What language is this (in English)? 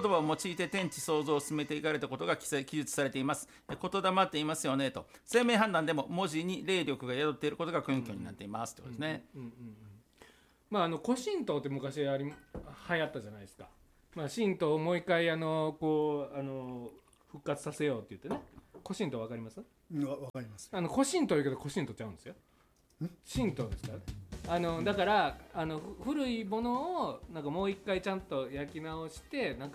Japanese